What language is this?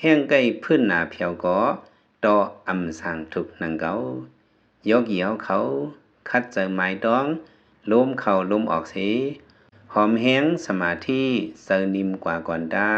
Lao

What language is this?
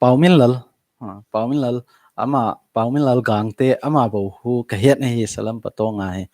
Thado Chin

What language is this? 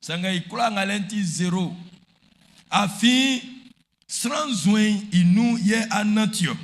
Baoulé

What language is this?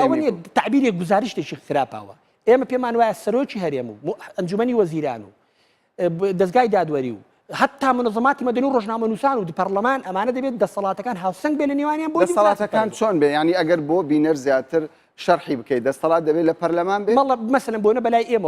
Central Kurdish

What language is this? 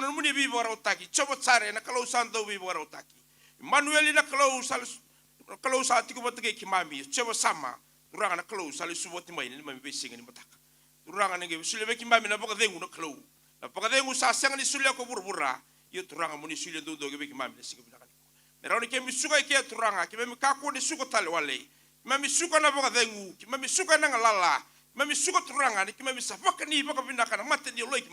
Fijian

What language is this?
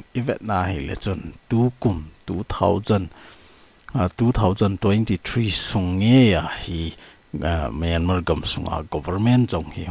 Thado Chin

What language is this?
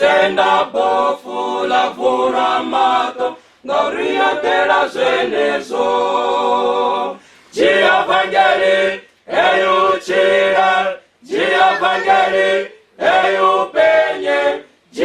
Venda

